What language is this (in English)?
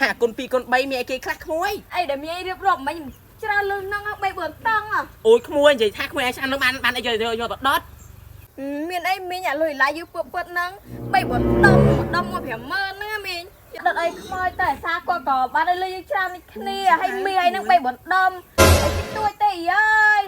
Khmer